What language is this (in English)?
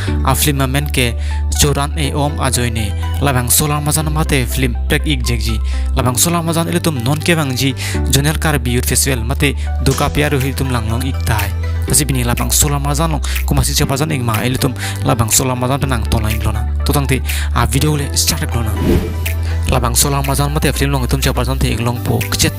Karbi